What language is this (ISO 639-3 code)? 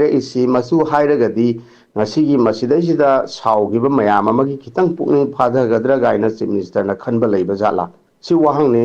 mni